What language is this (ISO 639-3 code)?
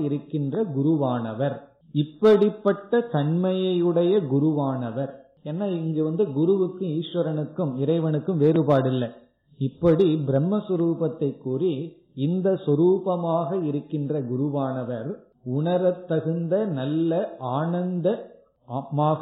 tam